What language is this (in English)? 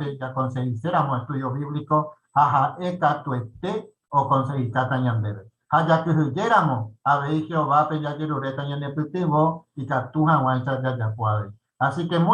Guarani